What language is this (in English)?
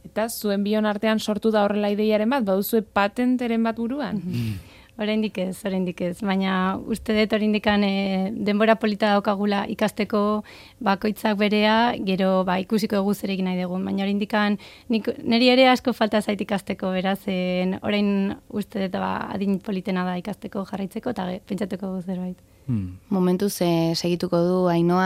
Basque